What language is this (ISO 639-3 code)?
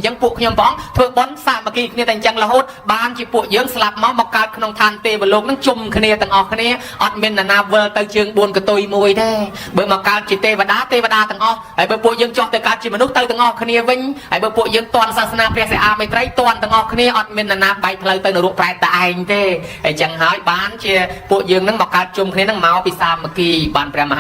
khm